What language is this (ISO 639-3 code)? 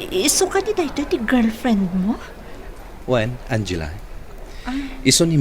ilo